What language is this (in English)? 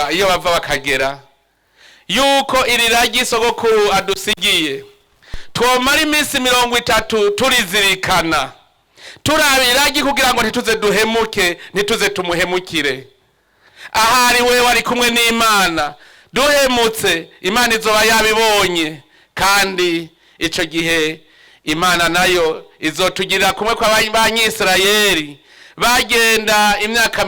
Rundi